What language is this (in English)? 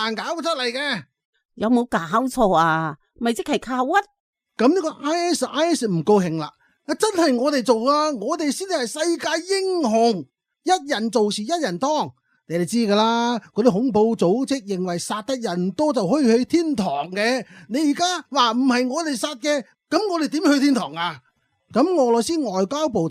Cantonese